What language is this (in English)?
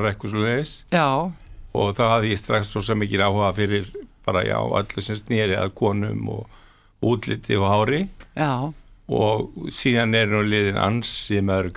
Icelandic